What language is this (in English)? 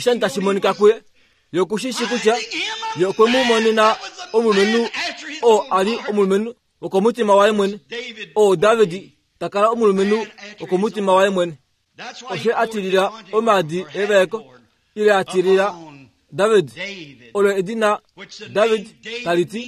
Kuanyama